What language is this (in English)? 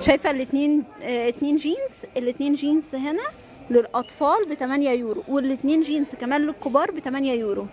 Egyptian Arabic